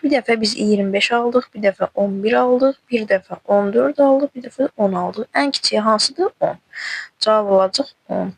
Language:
Azerbaijani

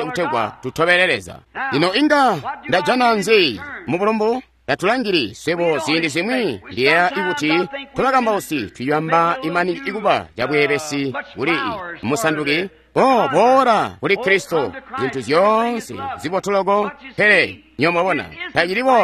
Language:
Tonga (Zambia)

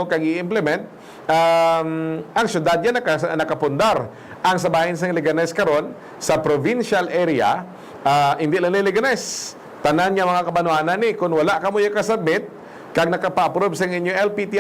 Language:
Hiligaynon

